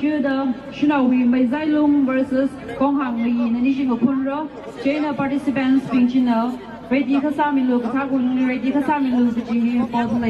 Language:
Tangkhul Naga (India)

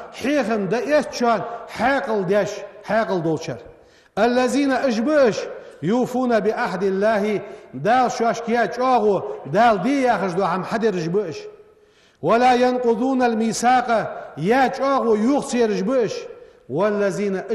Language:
Ingush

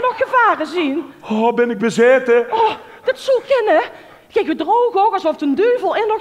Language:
Limburgish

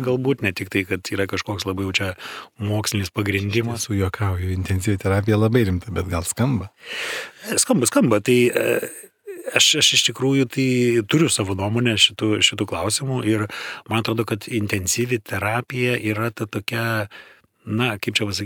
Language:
Lithuanian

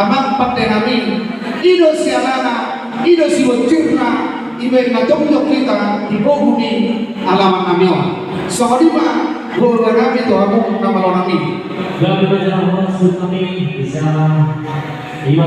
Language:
Batak Toba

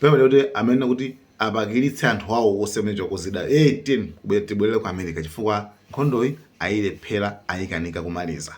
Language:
Nyanja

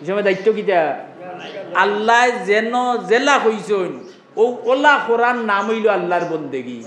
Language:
Sylheti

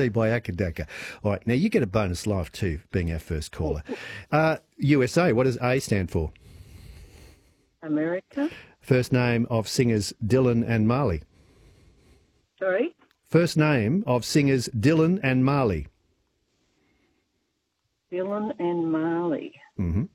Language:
English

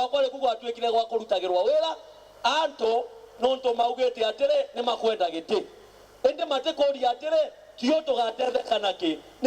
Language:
Meru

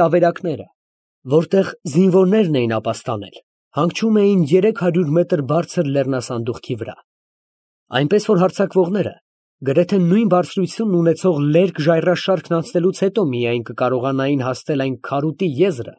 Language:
Armenian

